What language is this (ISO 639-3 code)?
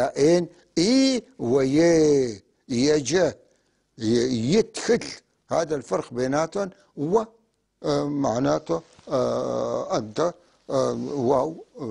apc